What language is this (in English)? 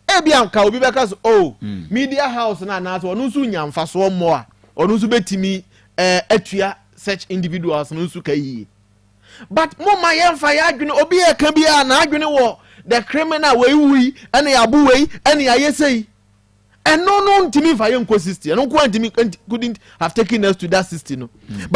Akan